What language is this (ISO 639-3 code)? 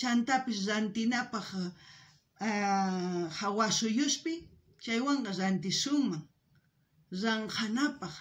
quh